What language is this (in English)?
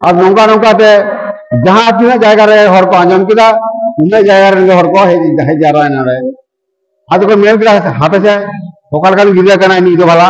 Santali